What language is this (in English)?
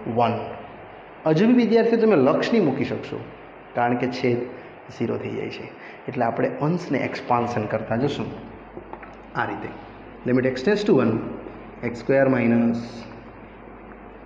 Gujarati